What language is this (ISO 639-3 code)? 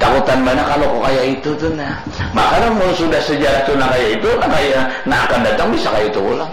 bjn